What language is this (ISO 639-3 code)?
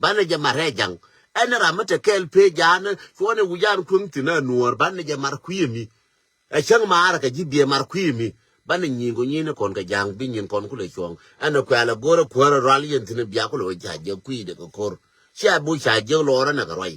nus